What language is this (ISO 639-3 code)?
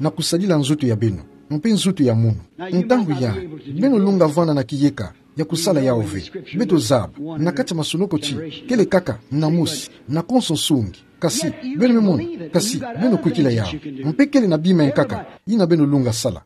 ktu